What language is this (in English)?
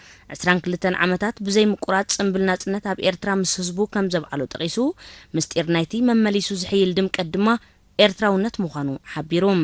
Tigrinya